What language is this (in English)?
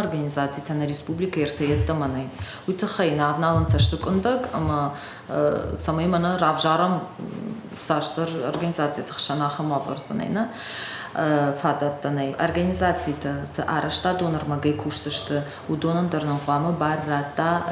Ossetic